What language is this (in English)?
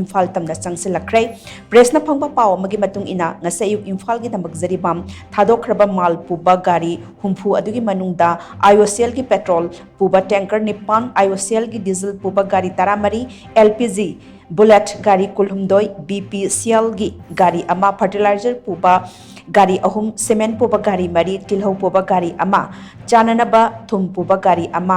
Manipuri